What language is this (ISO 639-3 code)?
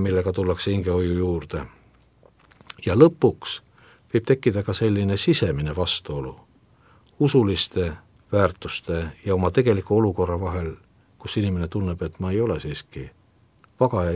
est